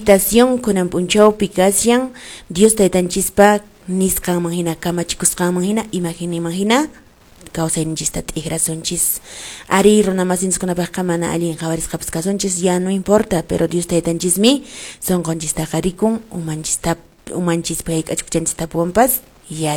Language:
Quechua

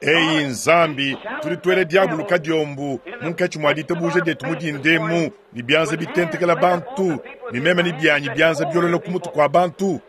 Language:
Luba-Lulua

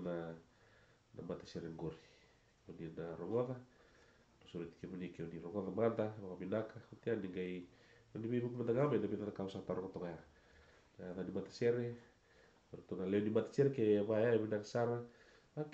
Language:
Fijian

